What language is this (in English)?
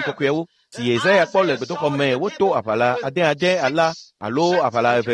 Ewe